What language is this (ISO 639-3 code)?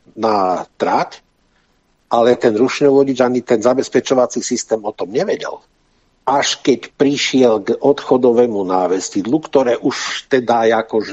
slk